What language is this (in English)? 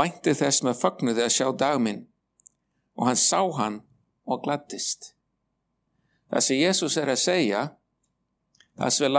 Icelandic